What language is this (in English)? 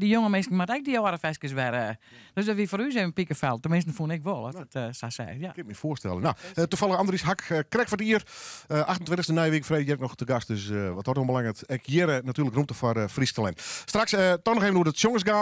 Western Frisian